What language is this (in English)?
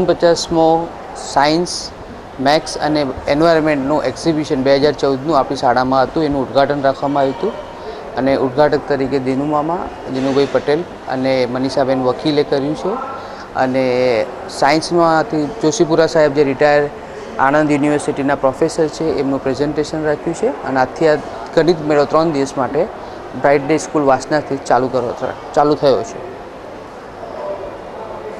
Gujarati